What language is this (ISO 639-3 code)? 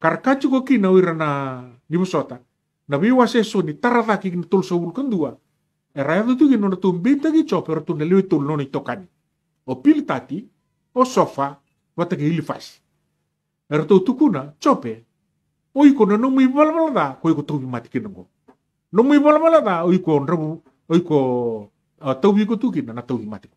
fij